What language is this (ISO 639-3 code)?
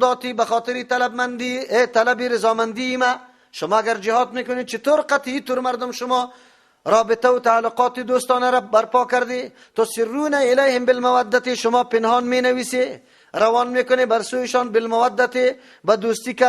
fas